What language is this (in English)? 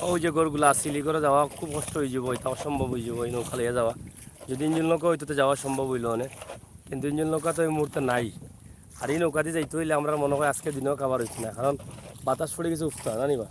Sylheti